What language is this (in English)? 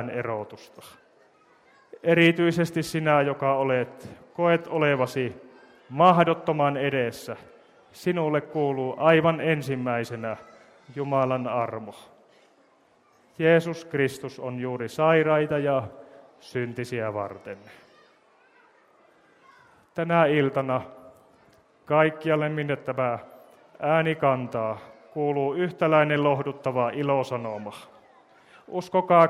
Finnish